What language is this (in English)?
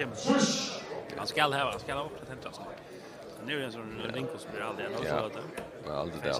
Faroese